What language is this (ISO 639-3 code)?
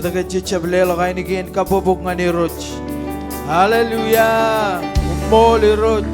mah